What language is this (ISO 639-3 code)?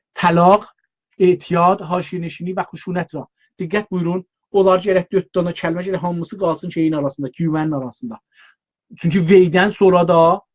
azb